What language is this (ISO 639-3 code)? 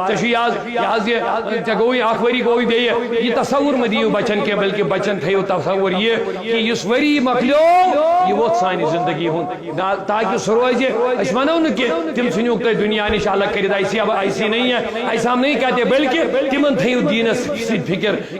kas